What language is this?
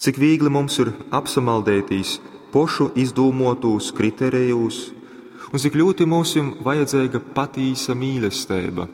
Latgalian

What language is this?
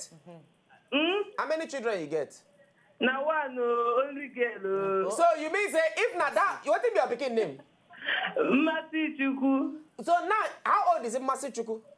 Nigerian Pidgin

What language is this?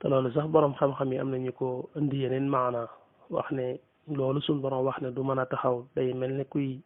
Wolof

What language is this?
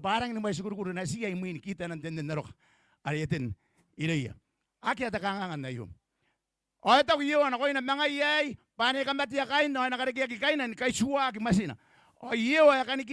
Gilbertese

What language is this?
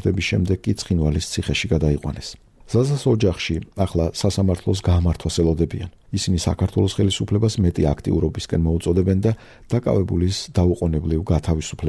Georgian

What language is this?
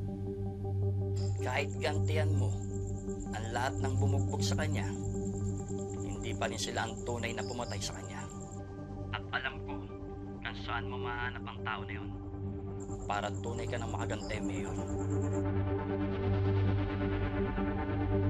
Filipino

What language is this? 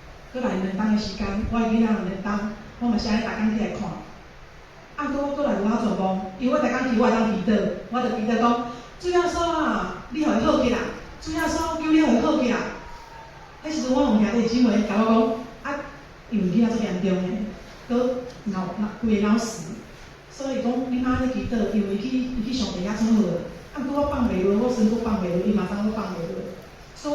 Min Nan Chinese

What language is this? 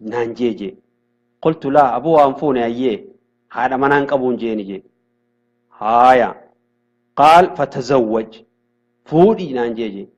Oromo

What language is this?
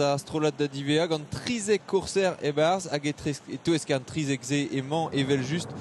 Breton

